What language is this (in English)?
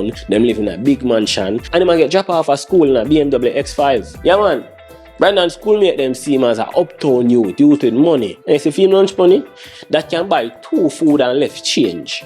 Jamaican Creole English